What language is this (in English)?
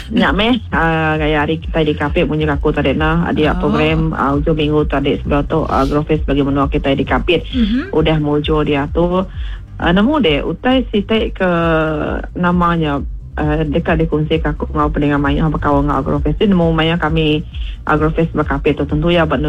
Iban